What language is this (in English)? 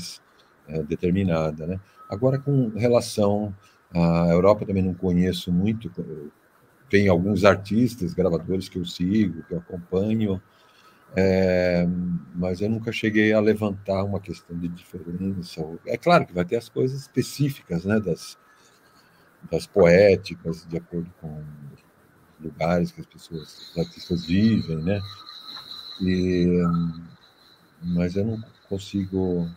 Portuguese